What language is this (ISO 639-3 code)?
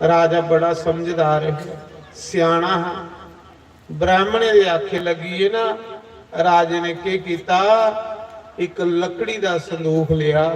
doi